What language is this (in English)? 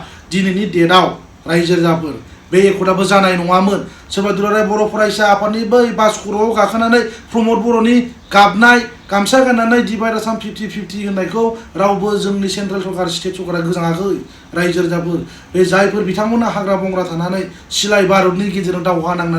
Bodo